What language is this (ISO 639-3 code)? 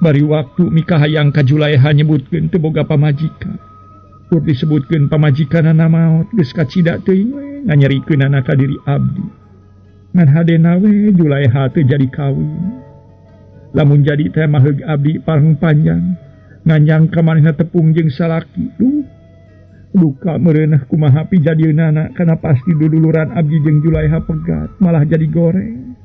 sun